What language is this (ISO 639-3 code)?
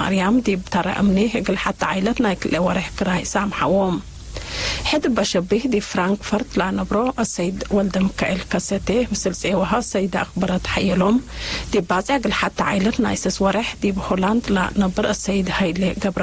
tig